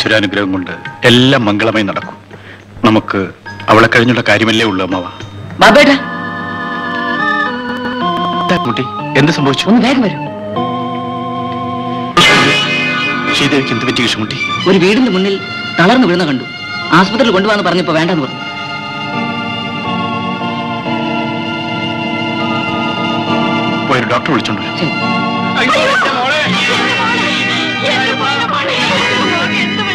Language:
Malayalam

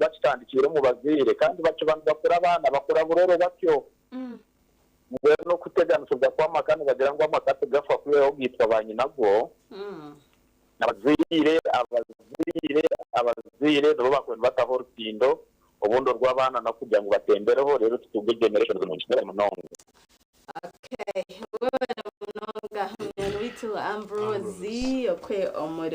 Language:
Nyankole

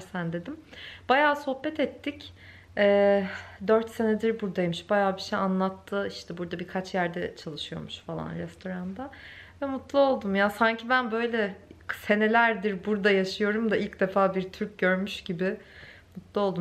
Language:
Turkish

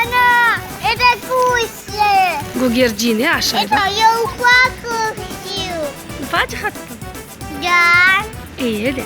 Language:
Crimean Tatar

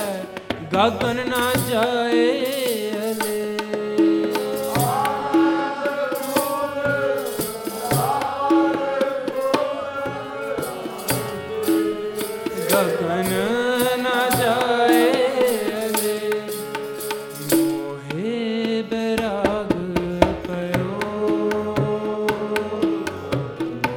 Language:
Punjabi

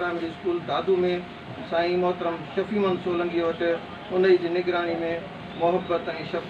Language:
Sindhi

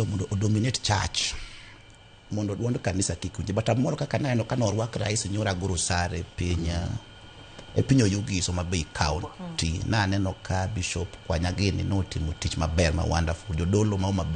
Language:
Luo (Kenya and Tanzania)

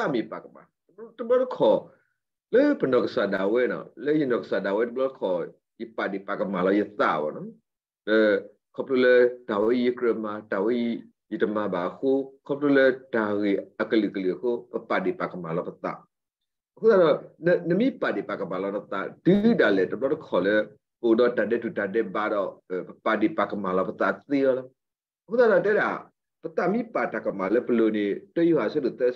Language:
S'gaw Karen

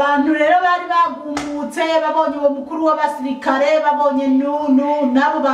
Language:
Rundi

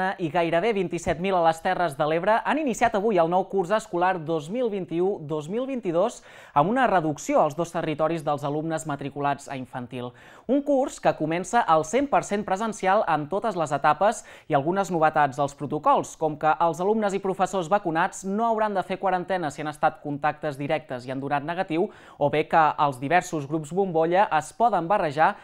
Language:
Catalan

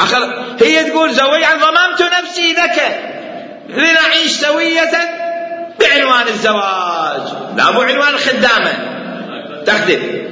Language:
Mesopotamian Arabic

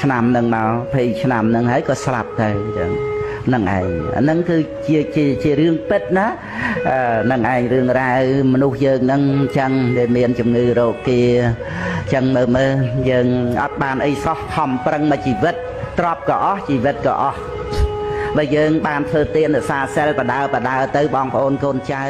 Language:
Khmer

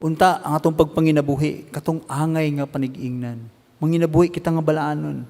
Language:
Cebuano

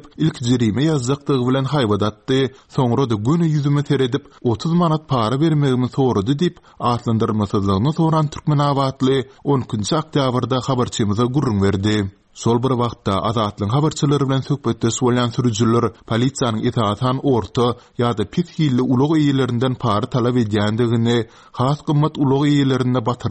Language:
Turkmen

